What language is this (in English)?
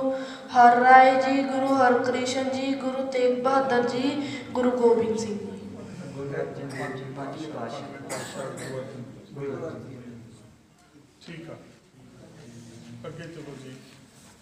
Punjabi